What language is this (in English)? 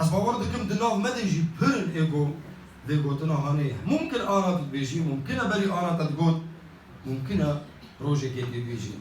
Kurdish